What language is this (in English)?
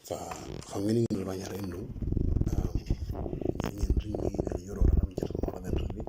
Moro